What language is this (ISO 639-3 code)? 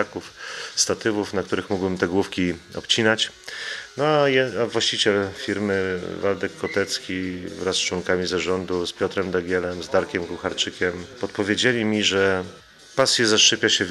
pol